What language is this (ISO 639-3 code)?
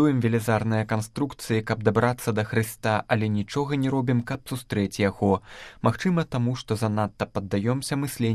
bel